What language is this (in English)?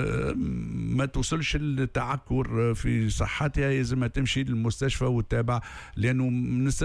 Tunisian Arabic